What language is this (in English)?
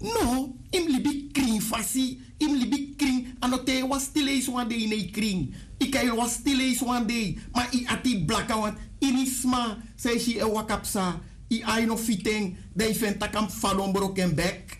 Sranan Tongo